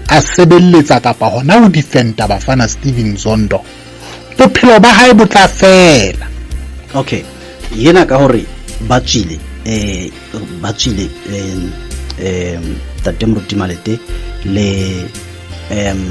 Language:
Southern Sotho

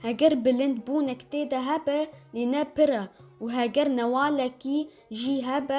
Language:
Kurdish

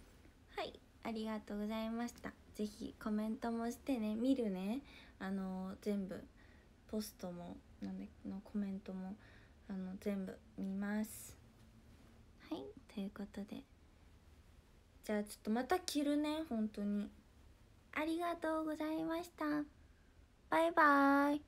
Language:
Japanese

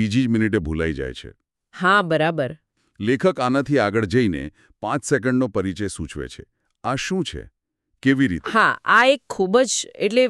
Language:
Gujarati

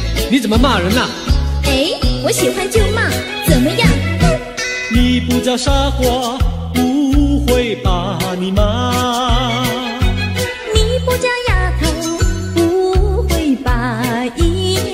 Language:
Chinese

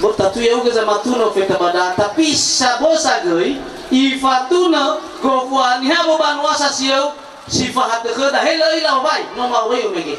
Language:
Nias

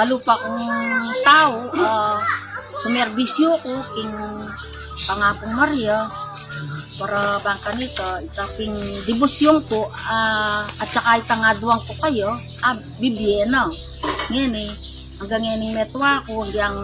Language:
Pampanga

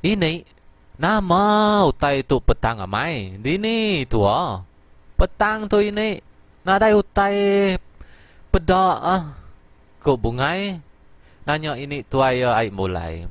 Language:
Iban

